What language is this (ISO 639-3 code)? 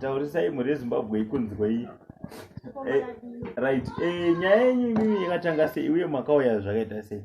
sna